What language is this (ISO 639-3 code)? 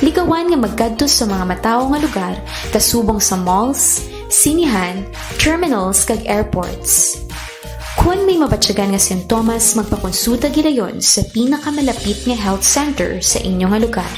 hil